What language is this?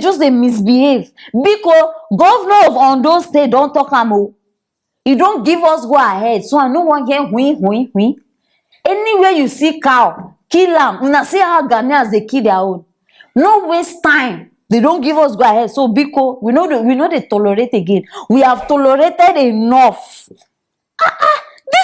Nigerian Pidgin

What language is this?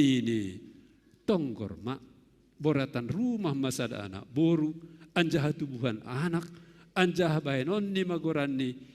Batak Simalungun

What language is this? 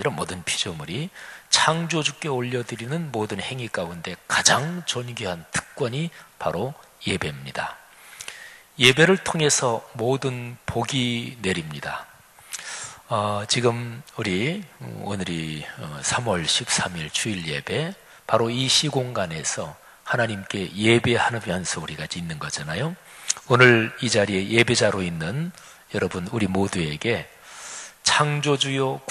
Korean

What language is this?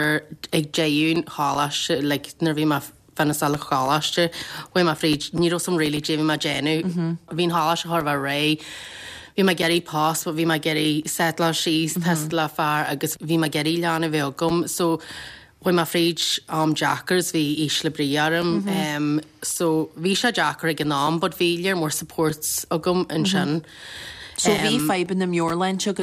Irish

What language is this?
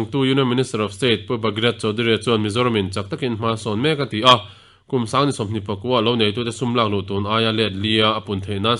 Mizo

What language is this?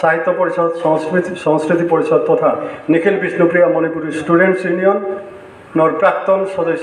Bishnupriya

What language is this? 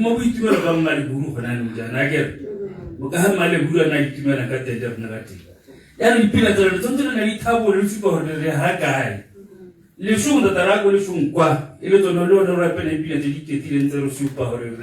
Tswana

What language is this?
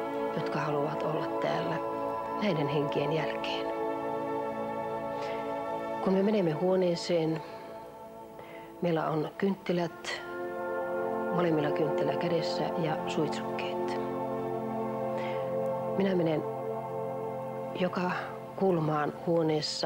Finnish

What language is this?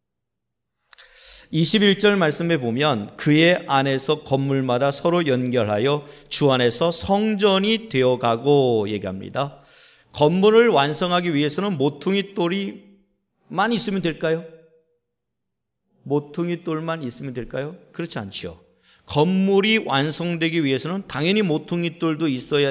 Korean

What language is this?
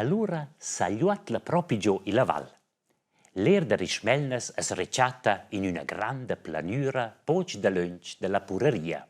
Romansh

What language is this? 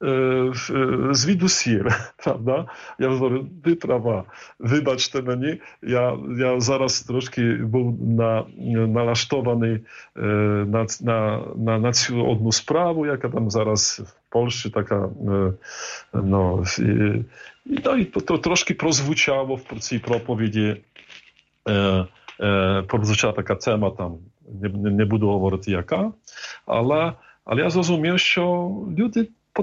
Ukrainian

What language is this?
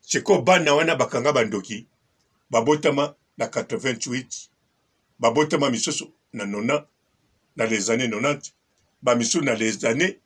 Lingala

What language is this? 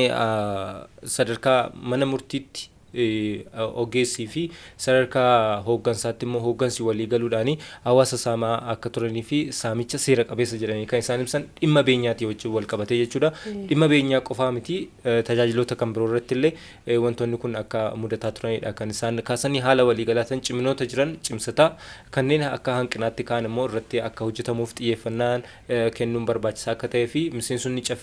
Oromo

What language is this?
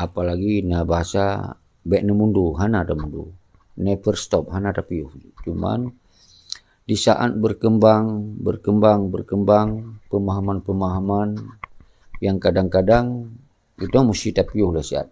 Achinese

